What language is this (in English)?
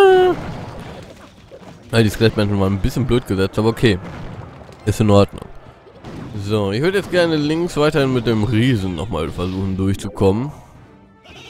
German